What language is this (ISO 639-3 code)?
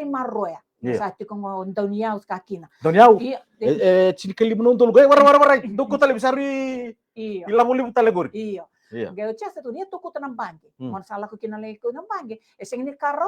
fij